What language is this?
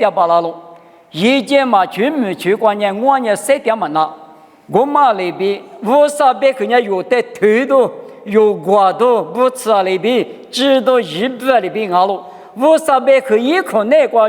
Lisu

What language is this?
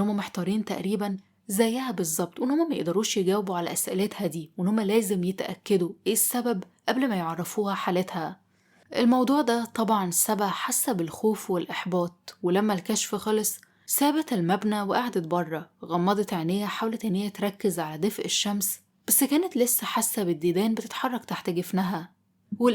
Egyptian Arabic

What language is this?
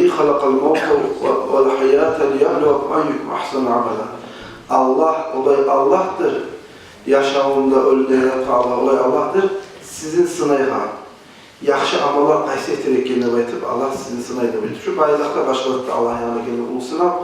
Kumyk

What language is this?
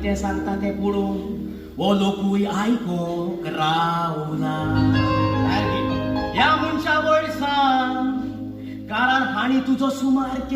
Konkani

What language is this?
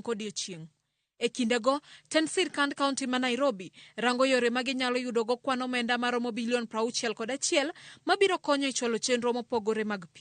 Luo (Kenya and Tanzania)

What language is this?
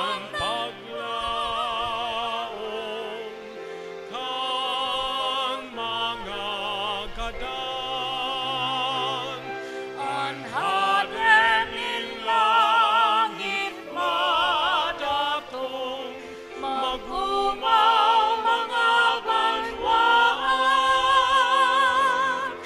Bikol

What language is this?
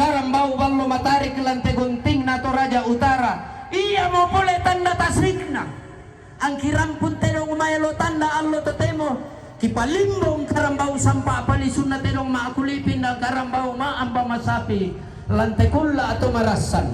Toraja-Sa'dan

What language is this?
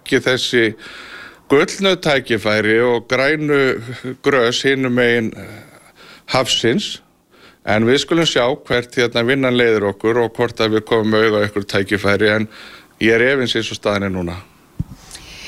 Icelandic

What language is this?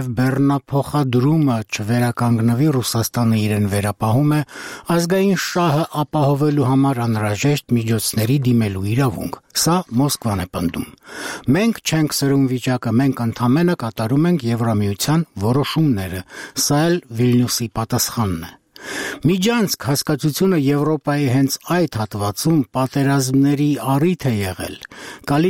Armenian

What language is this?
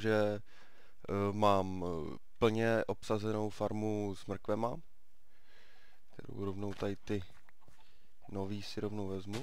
Czech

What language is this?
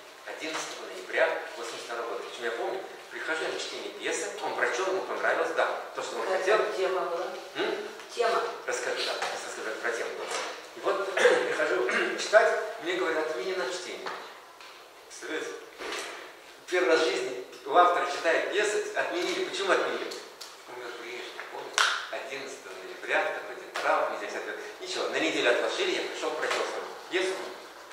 Russian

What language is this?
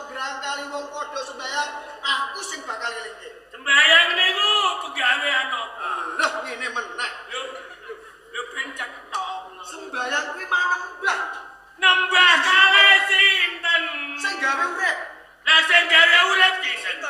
Javanese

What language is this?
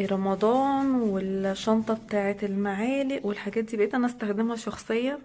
Egyptian Arabic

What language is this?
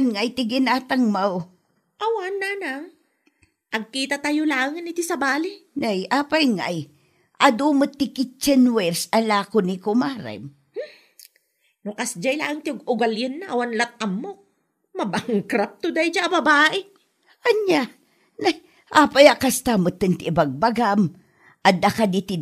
Iloko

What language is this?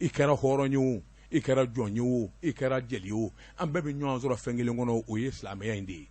Bambara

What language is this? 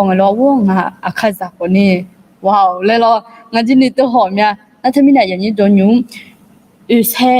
Akha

